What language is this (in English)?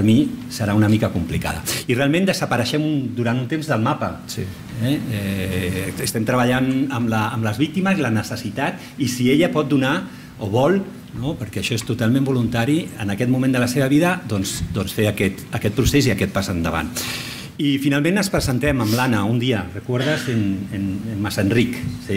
Catalan